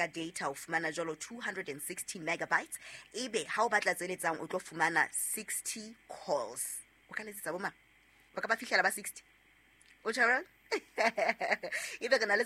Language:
Southern Sotho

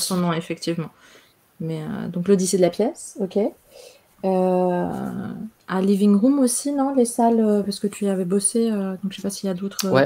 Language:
French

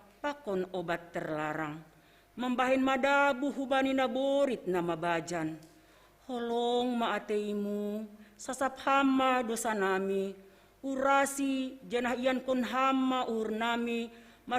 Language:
Batak Simalungun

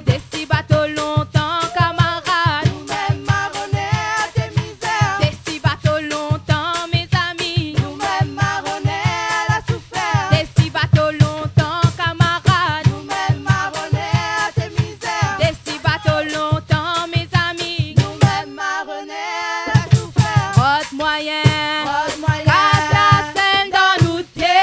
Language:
Réunion Creole French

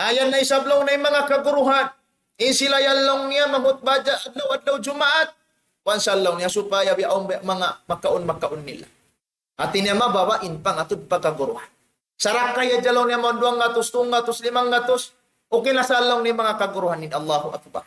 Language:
Tausug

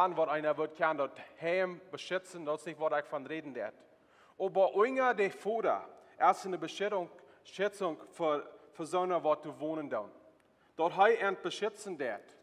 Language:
Plautdietsch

